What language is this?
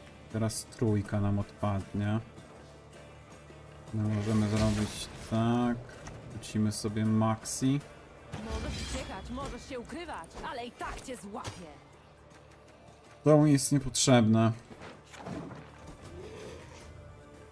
Polish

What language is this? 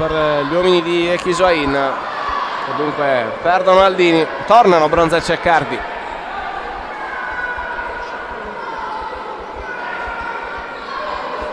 Italian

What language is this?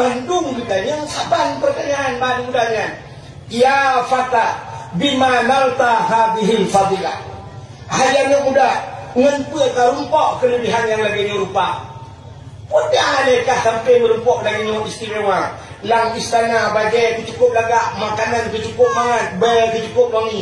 Achinese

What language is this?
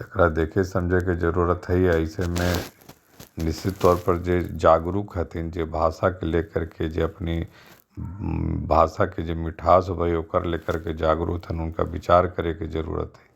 Magahi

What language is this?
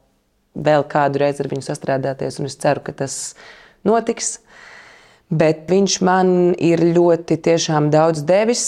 Latvian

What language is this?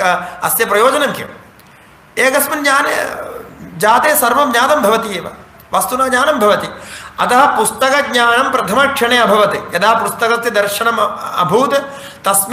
Sanskrit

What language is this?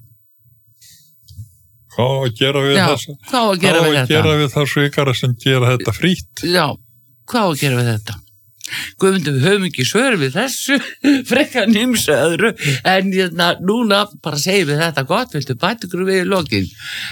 Icelandic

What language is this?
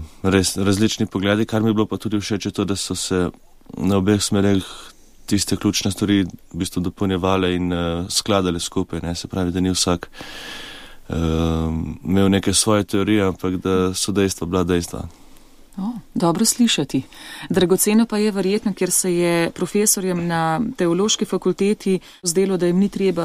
Slovenian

